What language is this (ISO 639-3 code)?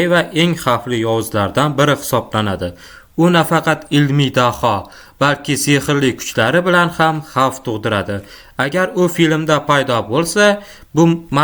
uzb